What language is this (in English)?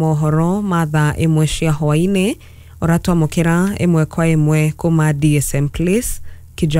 Kikuyu